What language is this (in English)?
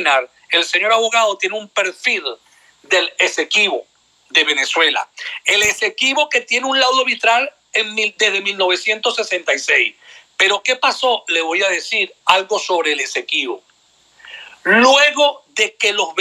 Spanish